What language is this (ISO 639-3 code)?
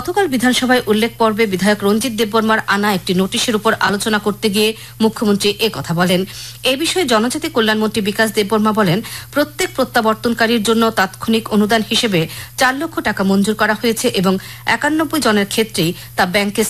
ben